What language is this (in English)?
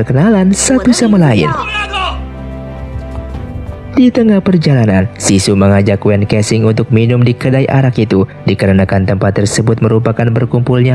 Indonesian